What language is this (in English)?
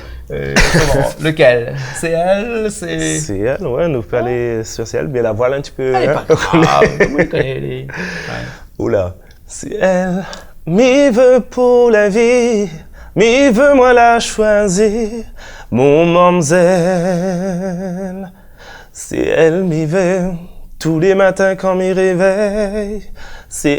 Réunion Creole French